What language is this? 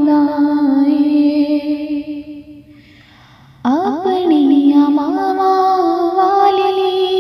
Punjabi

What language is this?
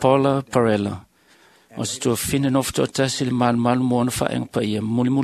Samoan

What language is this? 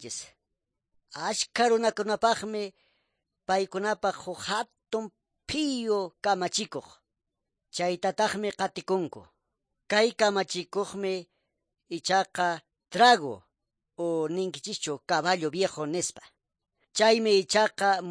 Quechua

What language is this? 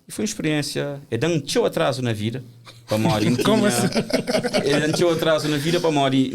Kabuverdianu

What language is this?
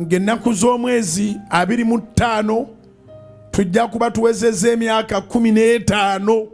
Ganda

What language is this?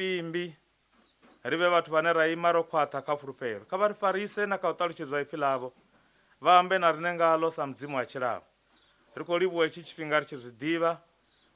Venda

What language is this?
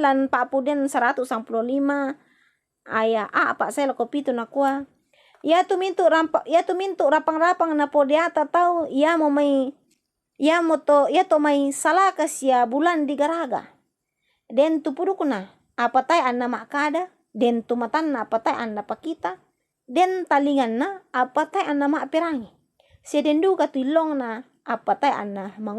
Toraja-Sa'dan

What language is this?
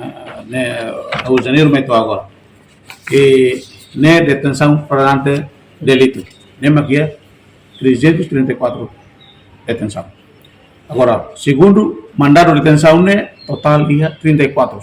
Tetum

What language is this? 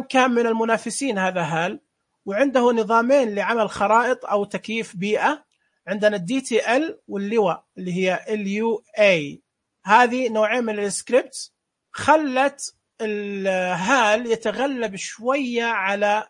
Najdi Arabic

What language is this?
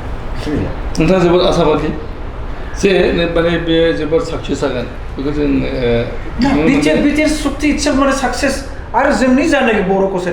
Bodo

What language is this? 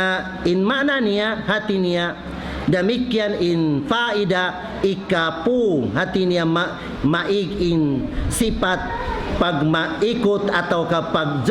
Tausug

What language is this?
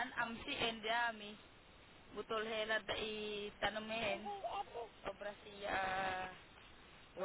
Filipino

